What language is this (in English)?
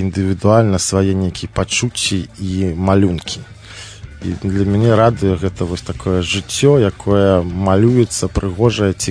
Belarusian